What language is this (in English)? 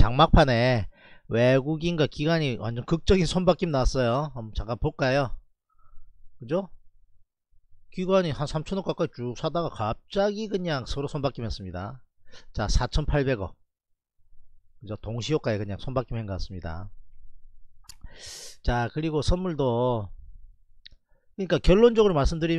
Korean